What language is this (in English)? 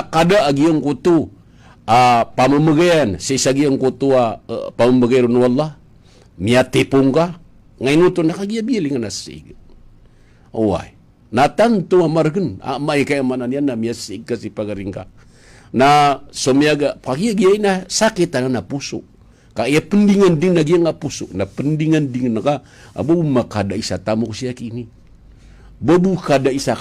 Maranao